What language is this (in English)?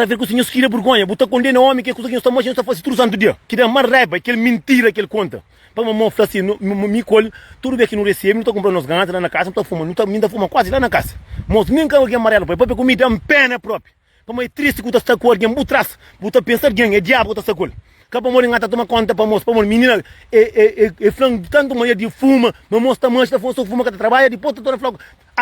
Kabuverdianu